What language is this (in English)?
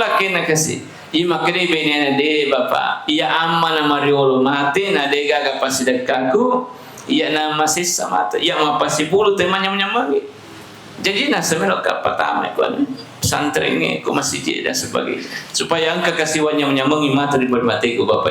Buginese